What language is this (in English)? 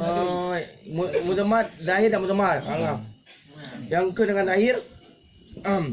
Achinese